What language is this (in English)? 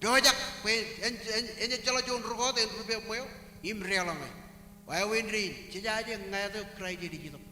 Marshallese